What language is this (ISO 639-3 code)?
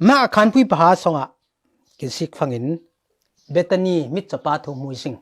cfm